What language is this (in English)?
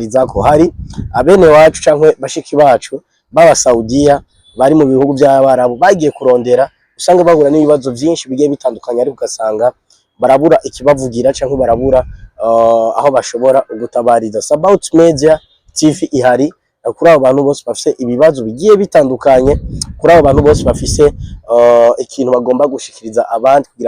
Rundi